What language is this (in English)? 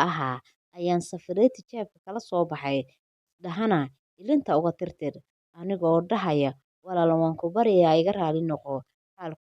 Somali